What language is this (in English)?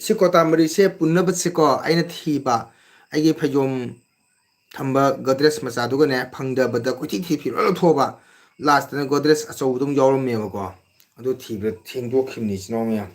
Manipuri